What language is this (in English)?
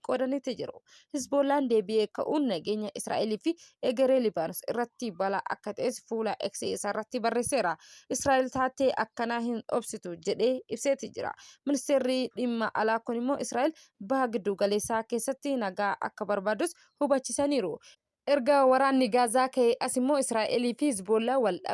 Oromo